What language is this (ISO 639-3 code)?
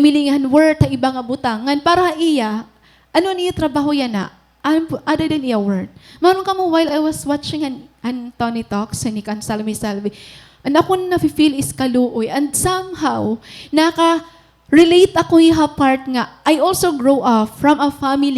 war